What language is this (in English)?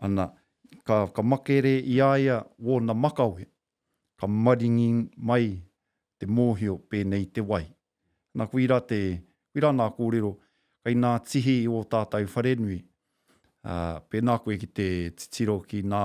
Māori